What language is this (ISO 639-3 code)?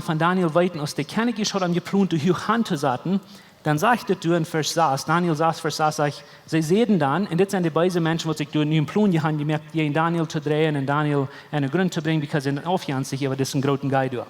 pdt